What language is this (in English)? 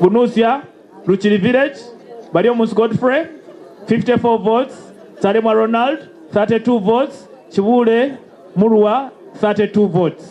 Nyankole